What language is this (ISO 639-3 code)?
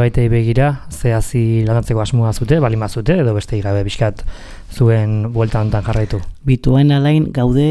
eus